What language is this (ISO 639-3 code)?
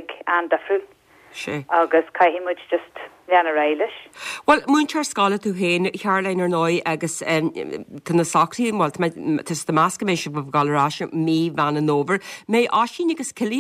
gle